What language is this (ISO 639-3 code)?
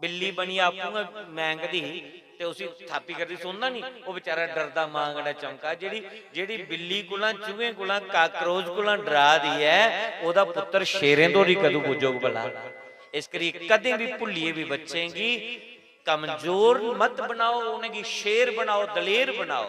doi